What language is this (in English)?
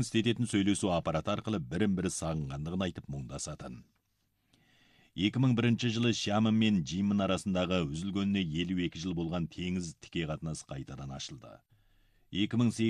Kazakh